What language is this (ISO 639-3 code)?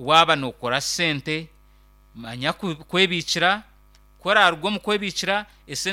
nyn